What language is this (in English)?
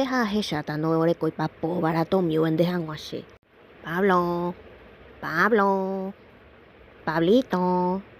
Guarani